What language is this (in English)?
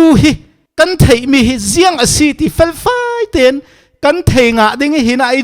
Falam Chin